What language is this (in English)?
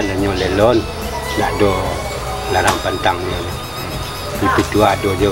Minangkabau